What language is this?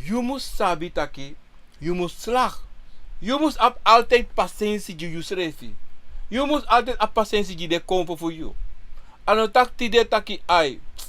Sranan Tongo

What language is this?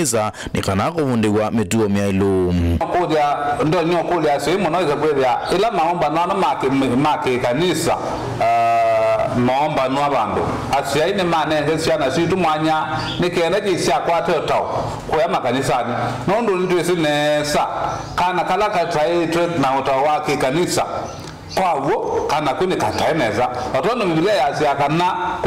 Kamba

